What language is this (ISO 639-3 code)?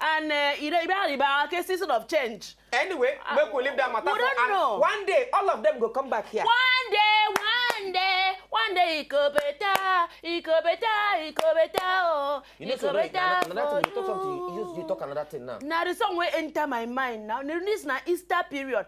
pcm